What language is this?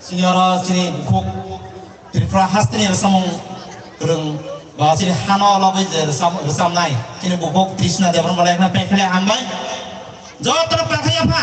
Kok Borok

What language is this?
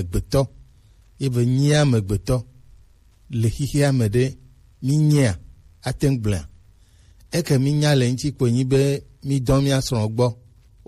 Gen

